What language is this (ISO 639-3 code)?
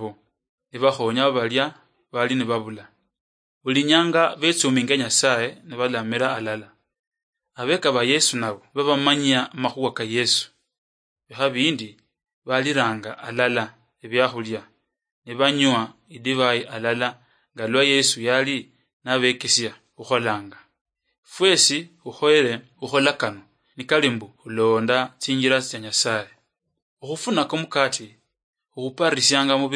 luy